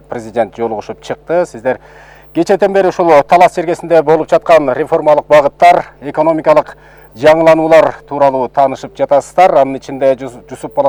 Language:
Kyrgyz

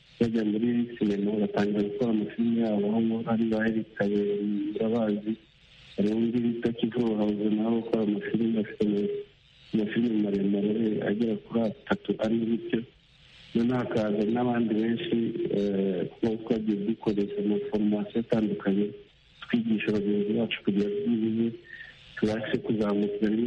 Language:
Kinyarwanda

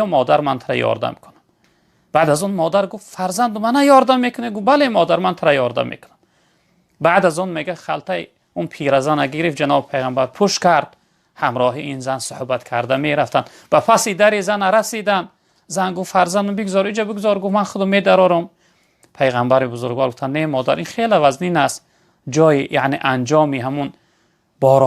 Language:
Tajik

